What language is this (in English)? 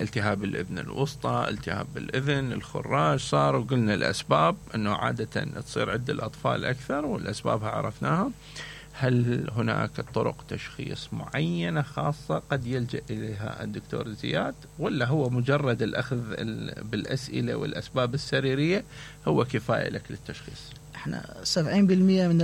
Mesopotamian Arabic